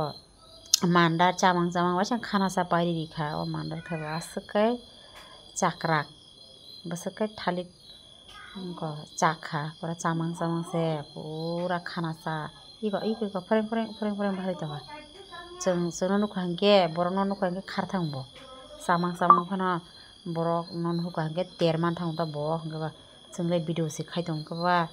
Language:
Kok Borok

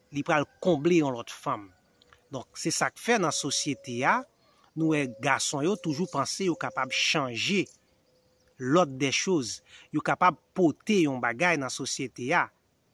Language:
Haitian Creole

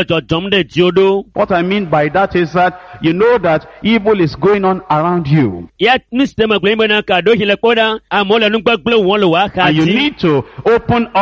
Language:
Ewe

